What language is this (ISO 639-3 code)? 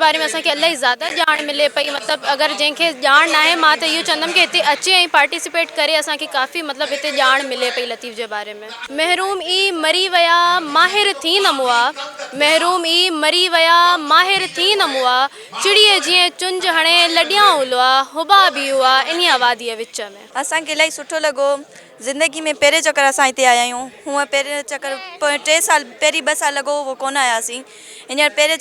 snd